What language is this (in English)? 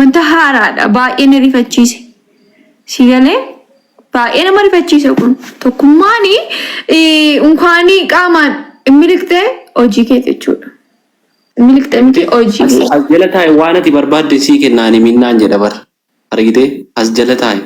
Oromo